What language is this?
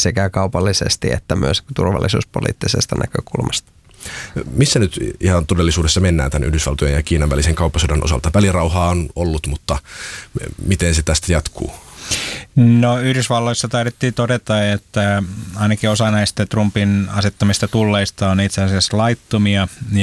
Finnish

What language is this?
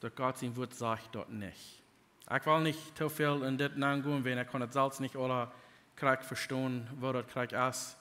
Plautdietsch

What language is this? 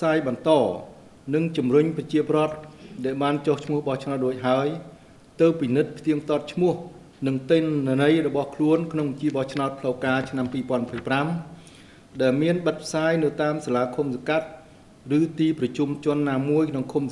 Khmer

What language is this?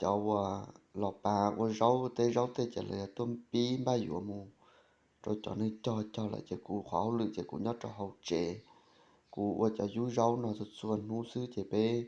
Hmong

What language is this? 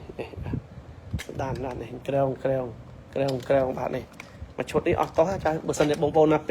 Khmer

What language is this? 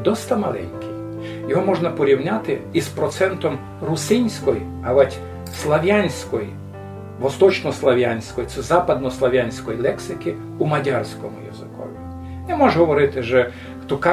Rusyn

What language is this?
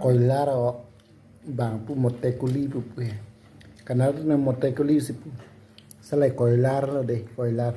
Karbi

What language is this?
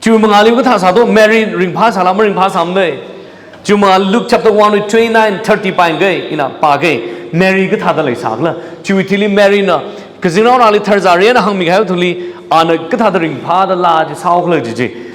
Tangkhul Naga (India)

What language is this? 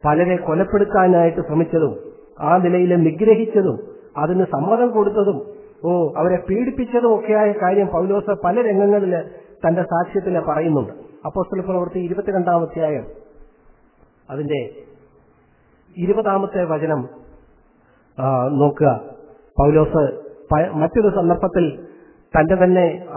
Malayalam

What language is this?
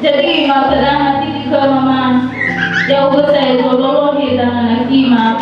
Nias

